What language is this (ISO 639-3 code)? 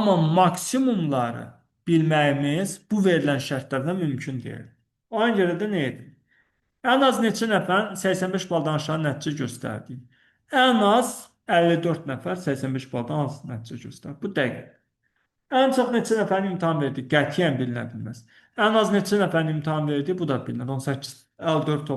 aze